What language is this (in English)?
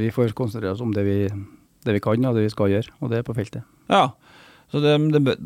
Norwegian